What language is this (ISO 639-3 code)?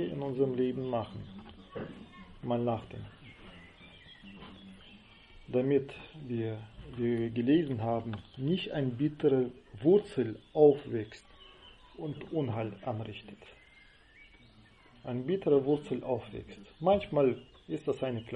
deu